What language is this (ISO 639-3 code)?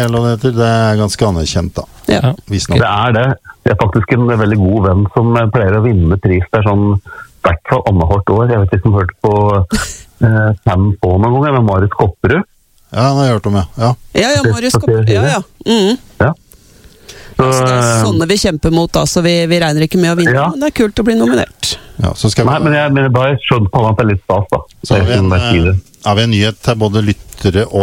nor